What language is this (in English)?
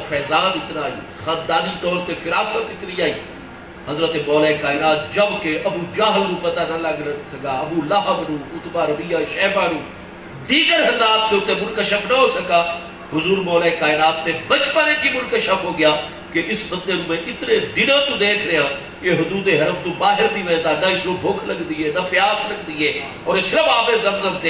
Saraiki